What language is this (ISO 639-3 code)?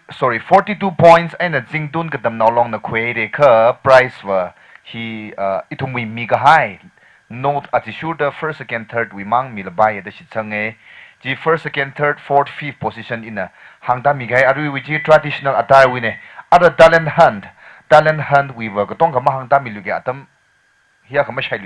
nmf